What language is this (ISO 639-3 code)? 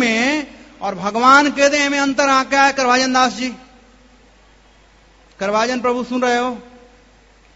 hin